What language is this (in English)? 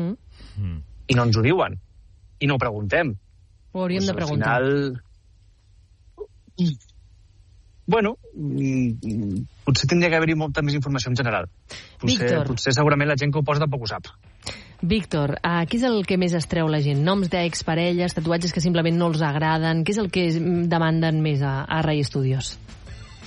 Catalan